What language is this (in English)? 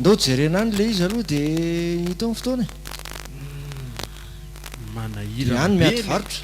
Malagasy